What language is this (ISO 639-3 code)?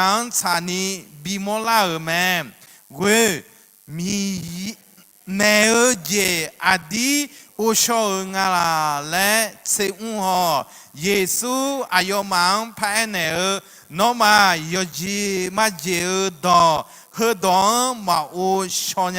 ahk